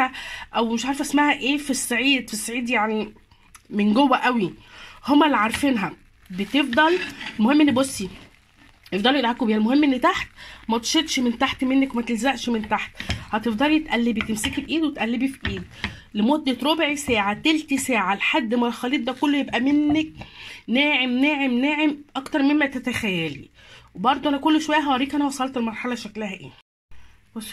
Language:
Egyptian Arabic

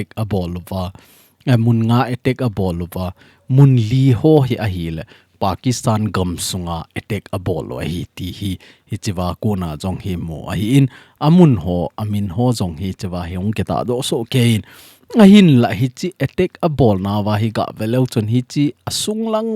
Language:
Thado Chin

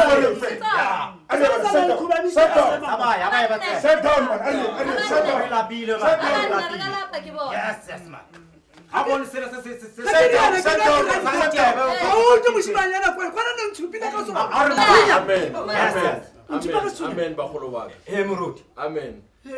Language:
Tswana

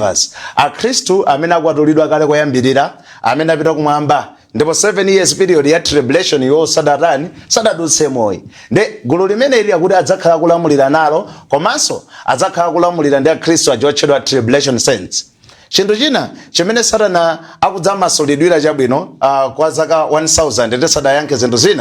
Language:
Nyanja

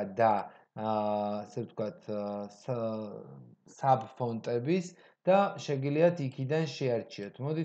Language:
Georgian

